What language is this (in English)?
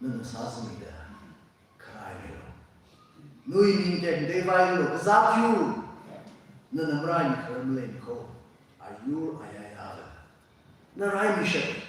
Tangkhul Naga (India)